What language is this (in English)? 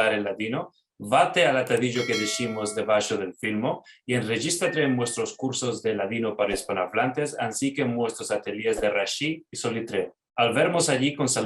Ladino